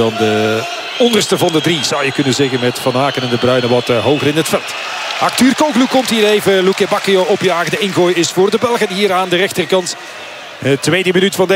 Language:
Dutch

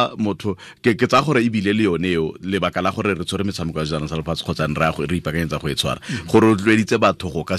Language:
Tswana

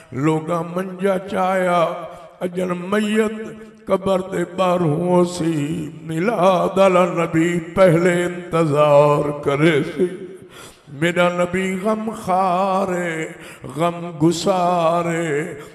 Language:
Saraiki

